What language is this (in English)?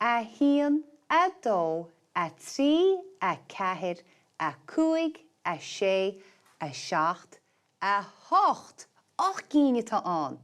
Irish